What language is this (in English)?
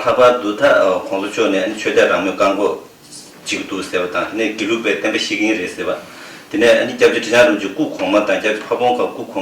Tibetan